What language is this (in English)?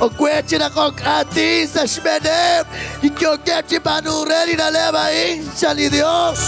Kekchí